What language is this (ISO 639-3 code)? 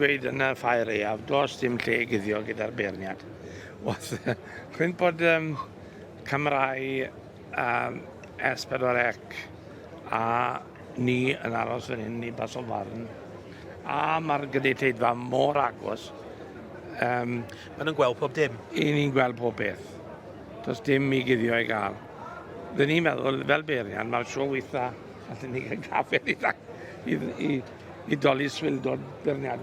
cym